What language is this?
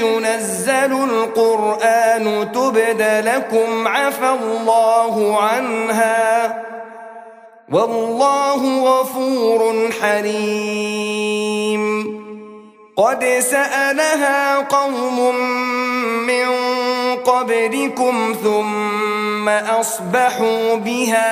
Arabic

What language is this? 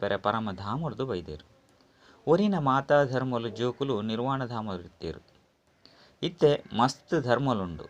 Tulu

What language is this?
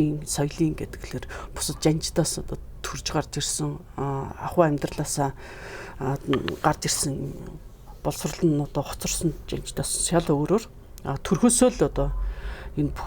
Mongolian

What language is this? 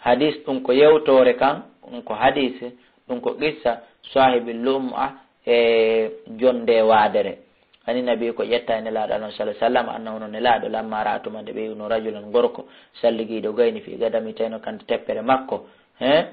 Fula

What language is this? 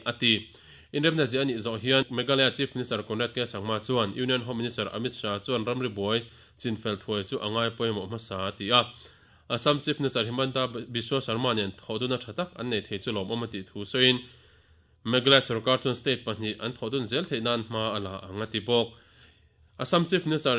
Mizo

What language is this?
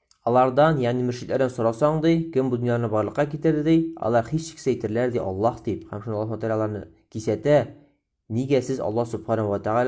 Tatar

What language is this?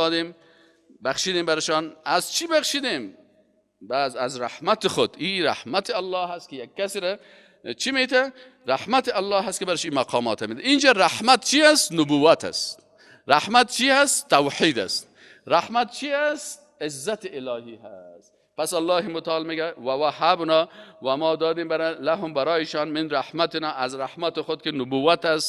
Persian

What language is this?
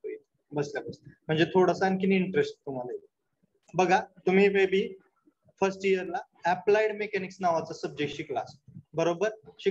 Marathi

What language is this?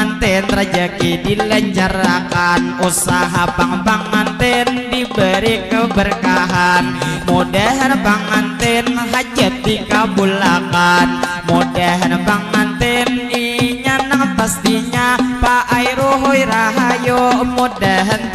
Banjar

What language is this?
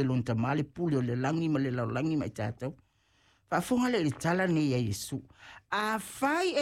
Samoan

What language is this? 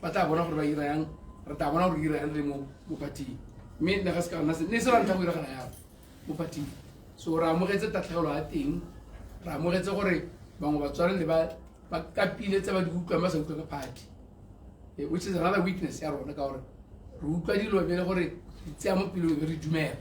Tswana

